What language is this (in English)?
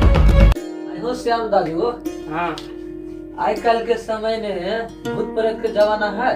Maithili